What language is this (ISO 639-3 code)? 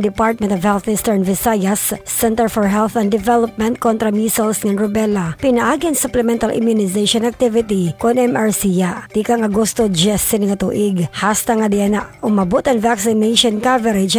war